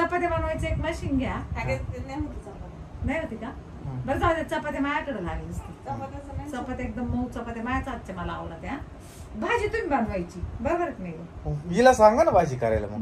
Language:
Marathi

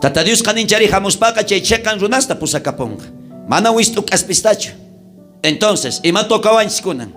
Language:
South Bolivian Quechua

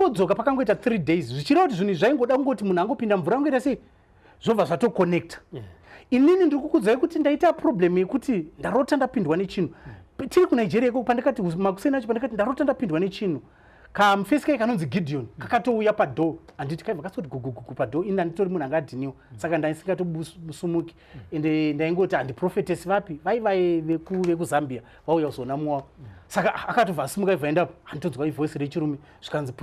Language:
Shona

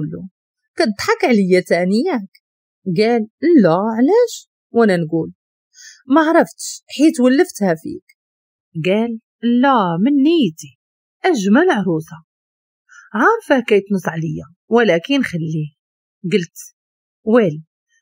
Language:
Moroccan Arabic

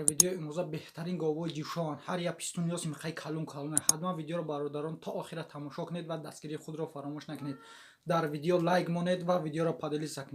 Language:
Tajik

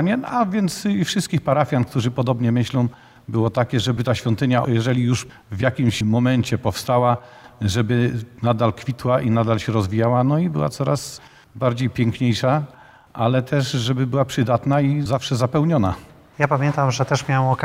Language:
Polish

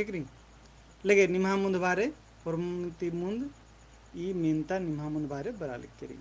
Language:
Kurukh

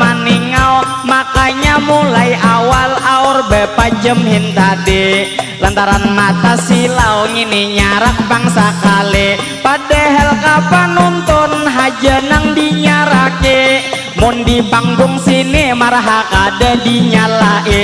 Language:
Banjar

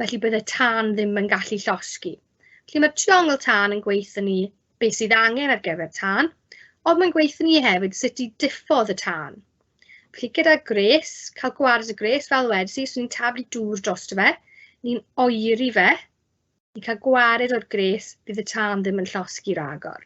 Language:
Welsh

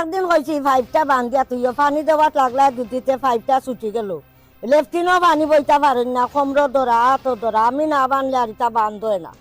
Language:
Sylheti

